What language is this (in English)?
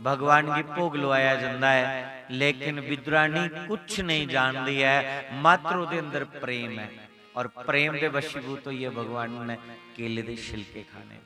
Dogri